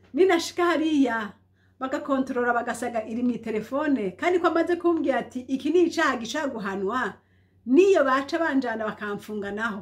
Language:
Rundi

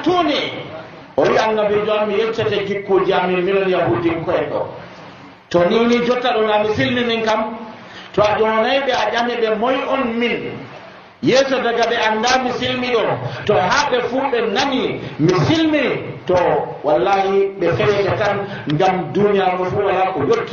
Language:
Nigerian Fulfulde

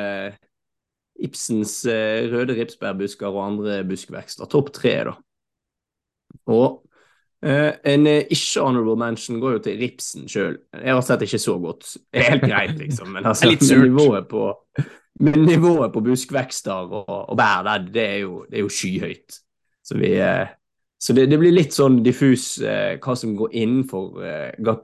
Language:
Norwegian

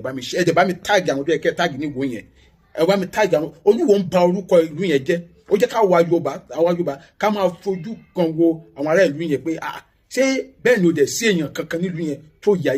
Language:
Yoruba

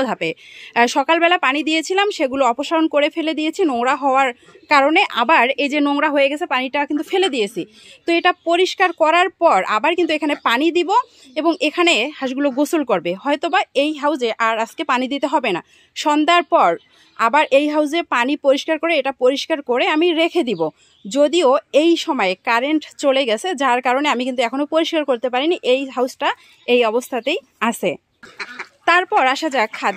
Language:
Bangla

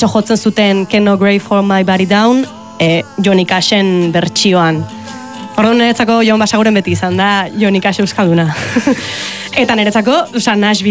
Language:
Basque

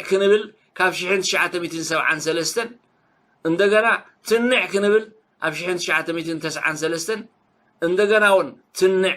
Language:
Tigrinya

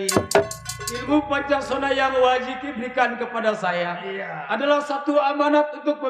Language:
Betawi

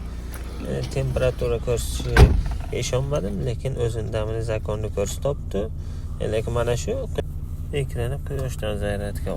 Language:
Uzbek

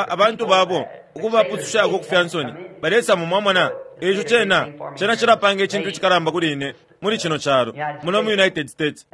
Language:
Bemba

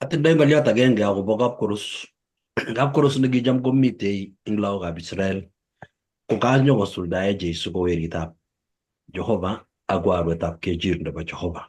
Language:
Kalenjin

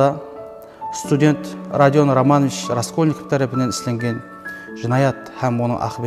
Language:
Kara-Kalpak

